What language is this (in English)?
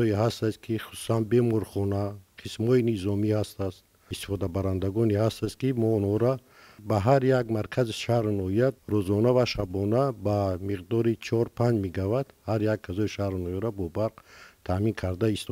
Tajik